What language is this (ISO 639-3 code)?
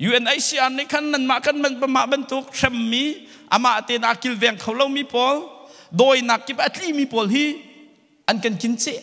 cnh